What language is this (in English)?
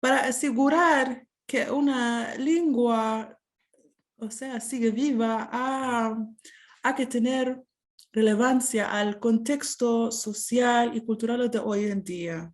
Ladino